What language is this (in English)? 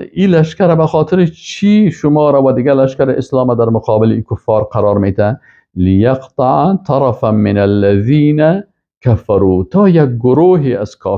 Persian